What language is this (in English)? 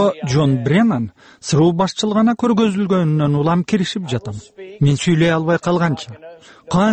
Kyrgyz